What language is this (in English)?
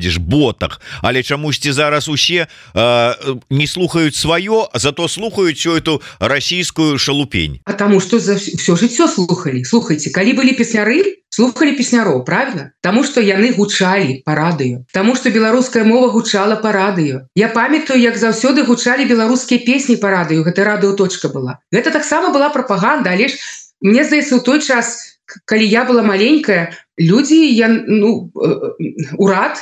Belarusian